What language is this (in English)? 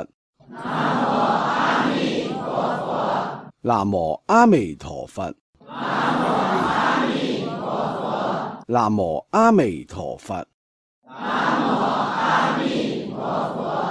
Cantonese